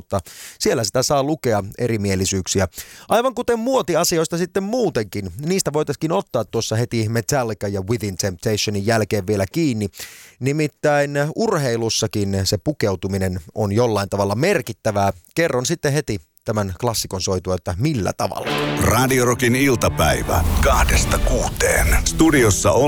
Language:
Finnish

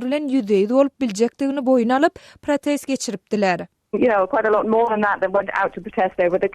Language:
Turkmen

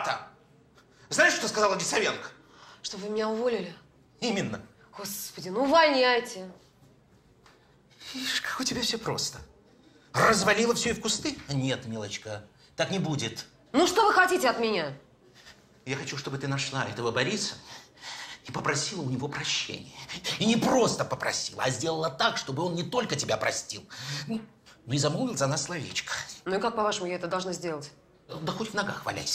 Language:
Russian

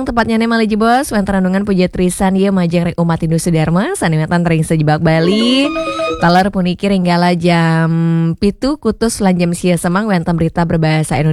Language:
Balinese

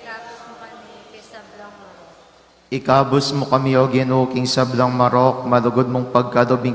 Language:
Pampanga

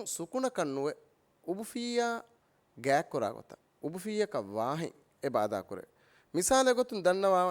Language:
Divehi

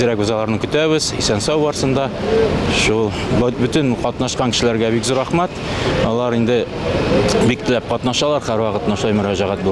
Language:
Tatar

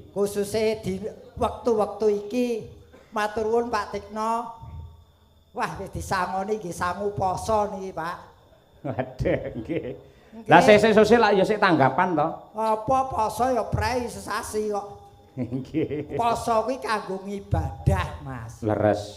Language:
Javanese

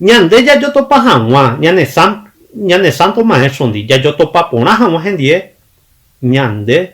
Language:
Guarani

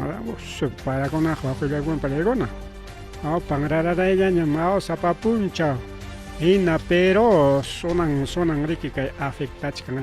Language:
Ayacucho Quechua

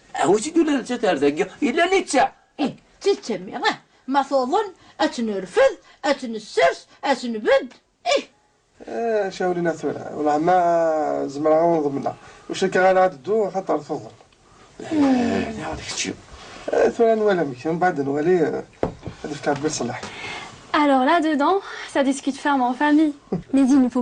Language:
Kabyle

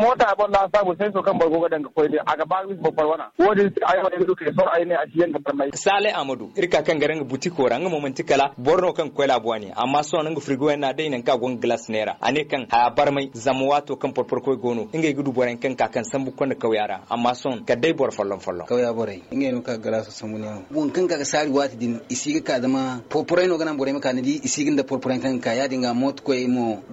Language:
Zarma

